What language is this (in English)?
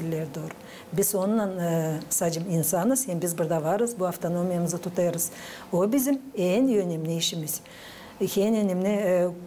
Gagauz